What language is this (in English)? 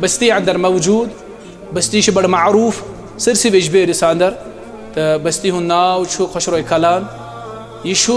Kashmiri